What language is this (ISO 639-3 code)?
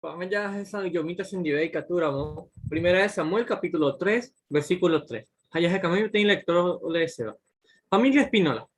grn